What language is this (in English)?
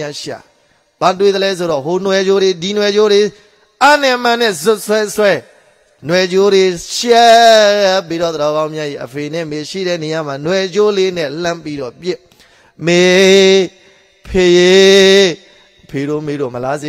Burmese